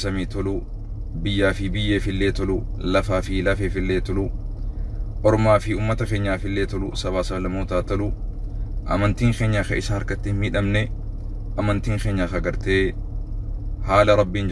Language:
Oromo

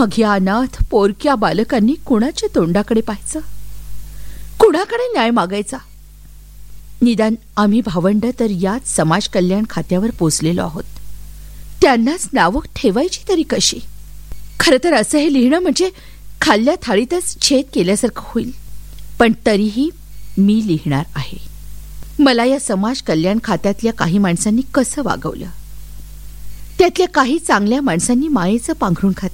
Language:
Marathi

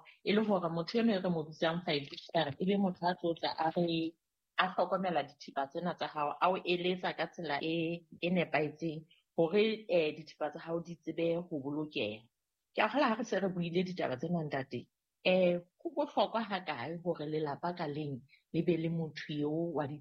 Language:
Southern Sotho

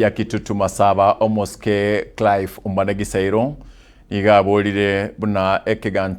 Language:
Gusii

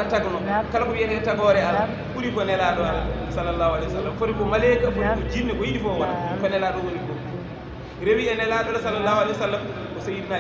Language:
Fula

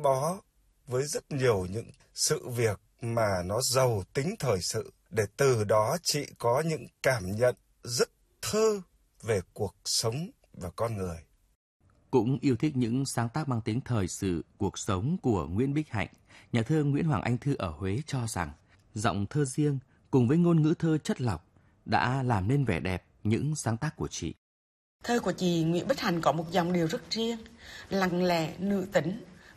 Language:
Vietnamese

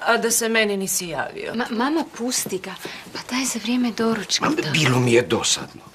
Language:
Croatian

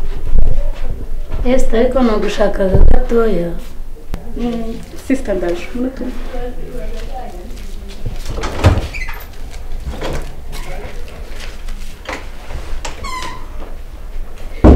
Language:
Kinyarwanda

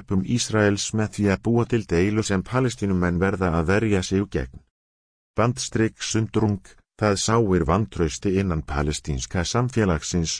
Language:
Icelandic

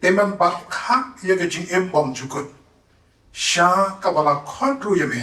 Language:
Khasi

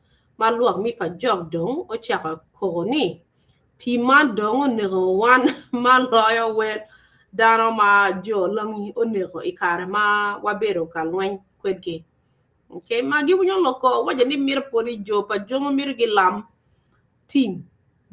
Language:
Acoli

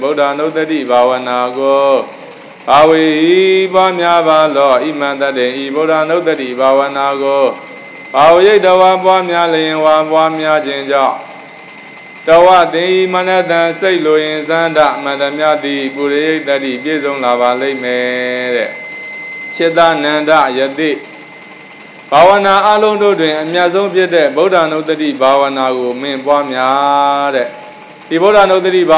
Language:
Burmese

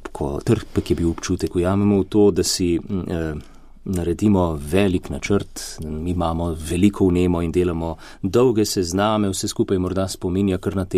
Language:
Slovenian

